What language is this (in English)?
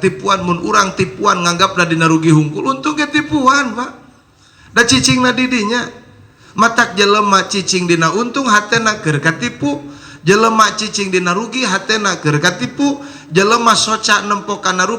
Sundanese